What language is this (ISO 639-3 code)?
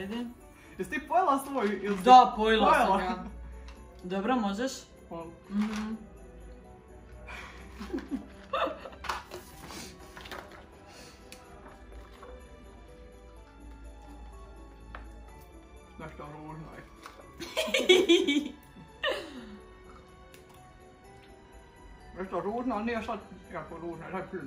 hrv